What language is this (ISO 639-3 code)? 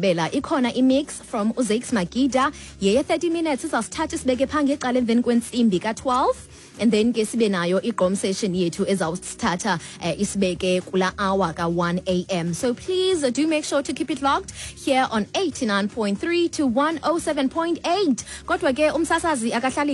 xho